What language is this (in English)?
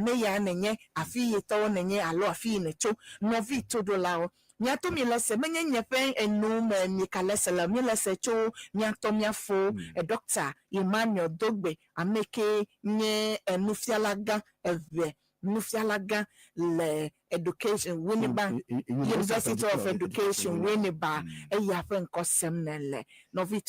Ewe